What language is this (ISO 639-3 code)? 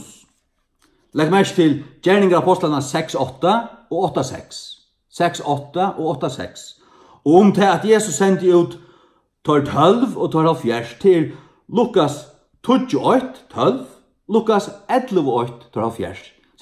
fao